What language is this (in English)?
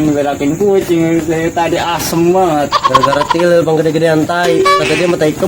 Betawi